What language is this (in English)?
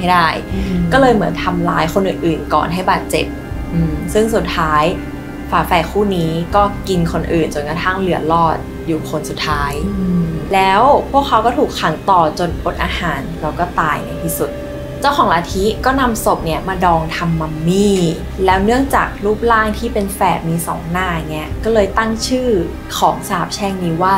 Thai